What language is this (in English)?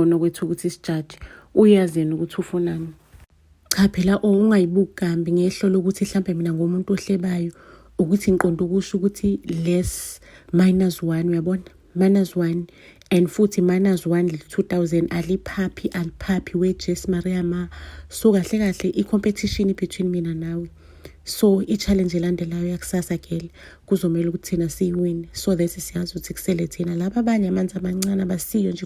Zulu